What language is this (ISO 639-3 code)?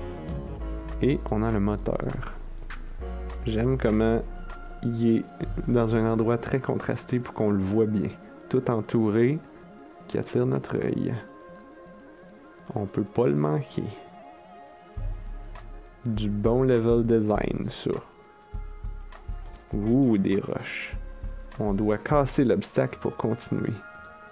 fra